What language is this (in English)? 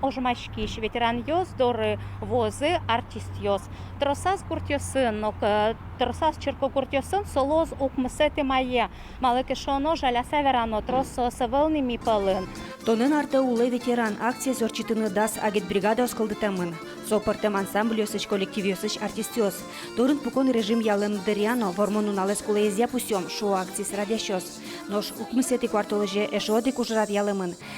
Udmurt